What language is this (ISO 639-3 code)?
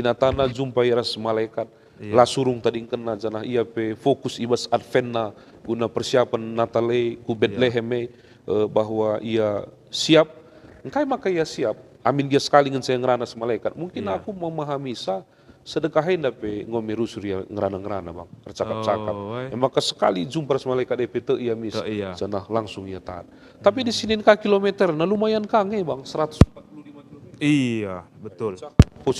btx